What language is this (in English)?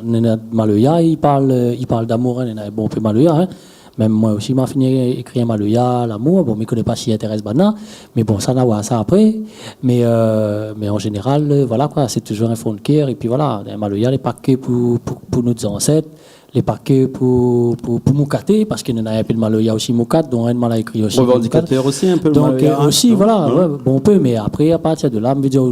Réunion Creole French